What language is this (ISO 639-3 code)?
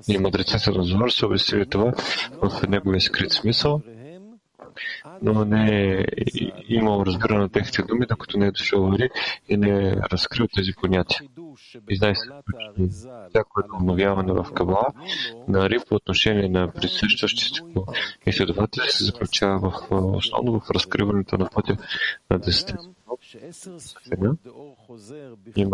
bul